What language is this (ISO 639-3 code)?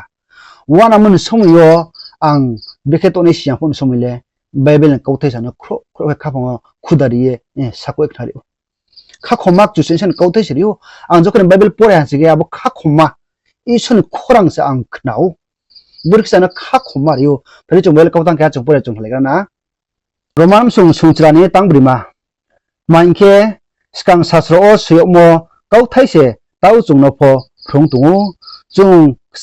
ria